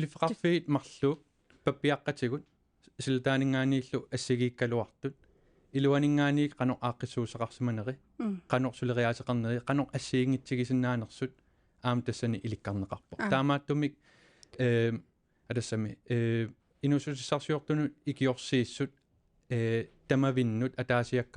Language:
Kalaallisut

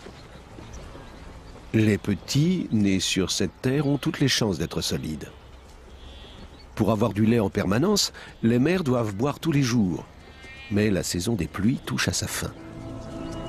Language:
French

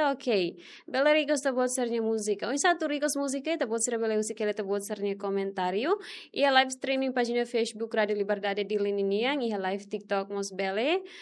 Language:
Tetum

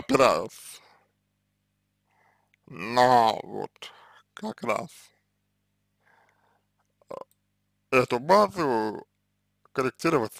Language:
Russian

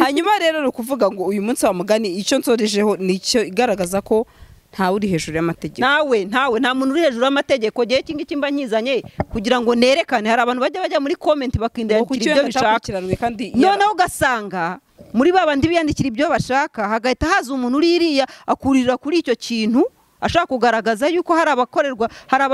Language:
Kinyarwanda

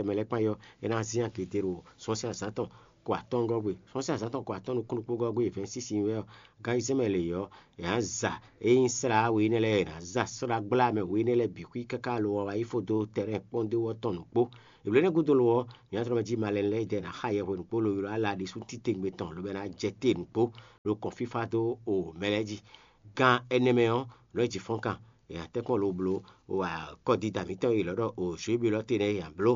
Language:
Fon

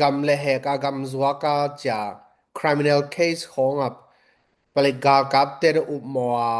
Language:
Tedim Chin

